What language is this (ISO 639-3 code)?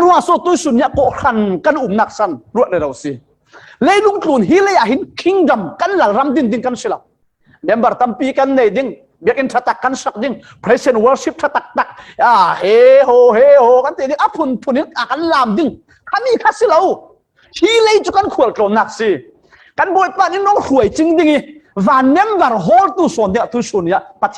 cfm